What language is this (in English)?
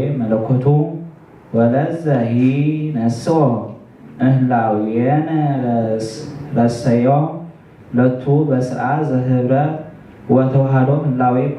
Geez